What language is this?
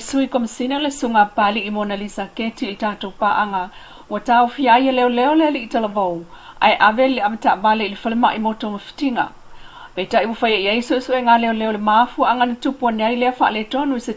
Samoan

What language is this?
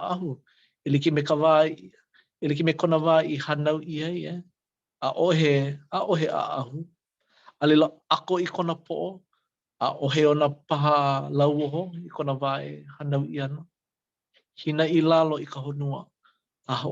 Hawaiian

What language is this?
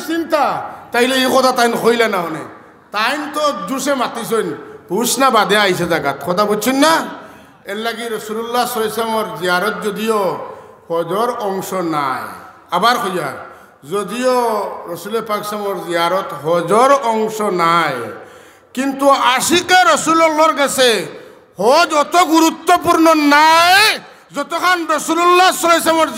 Sylheti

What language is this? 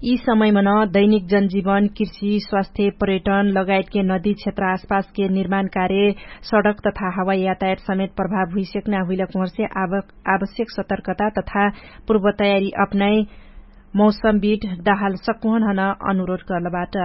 Dangaura Tharu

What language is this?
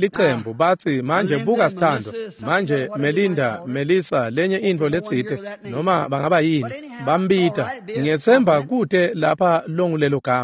Swati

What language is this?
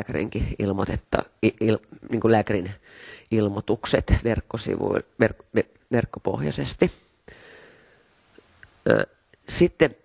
Finnish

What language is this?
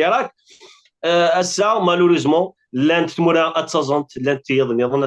Kabyle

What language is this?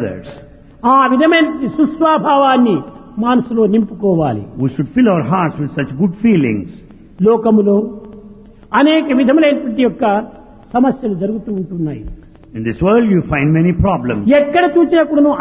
Telugu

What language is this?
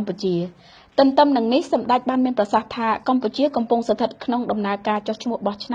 Khmer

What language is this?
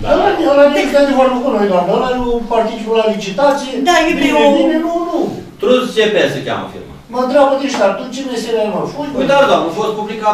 Romanian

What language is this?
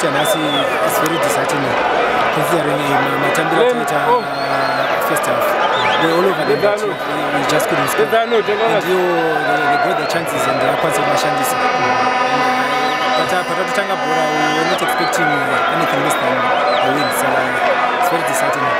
English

